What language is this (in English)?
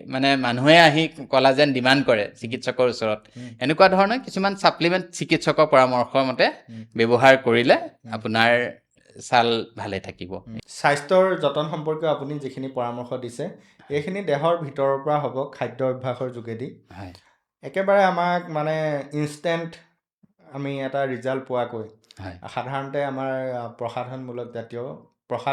Assamese